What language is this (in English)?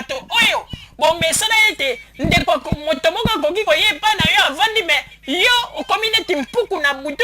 Lingala